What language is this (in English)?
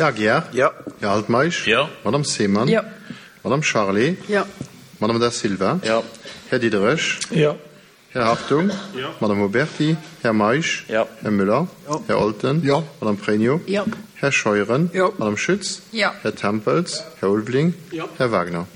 Luxembourgish